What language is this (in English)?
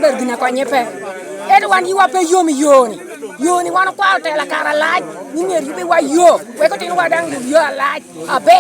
Lango (Uganda)